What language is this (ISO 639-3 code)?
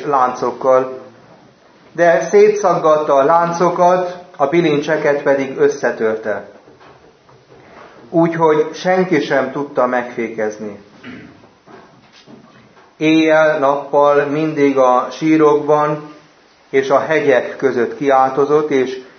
hun